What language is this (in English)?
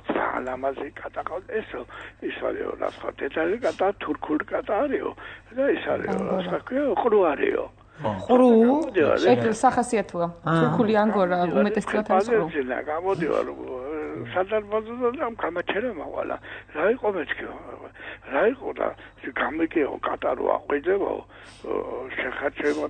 Georgian